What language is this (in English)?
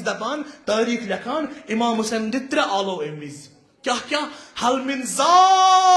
Kashmiri